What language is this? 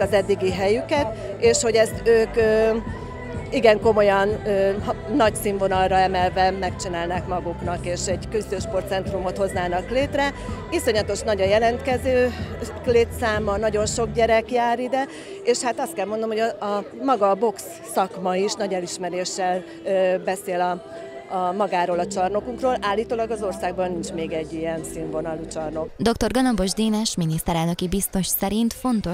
Hungarian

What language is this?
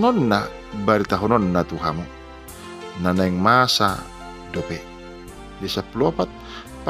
Batak Toba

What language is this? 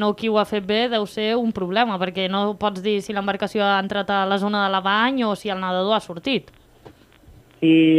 Catalan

